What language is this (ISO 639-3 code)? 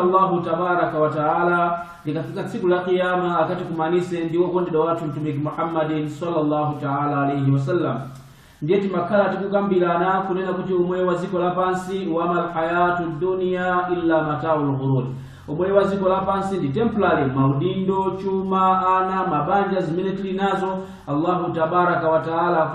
nya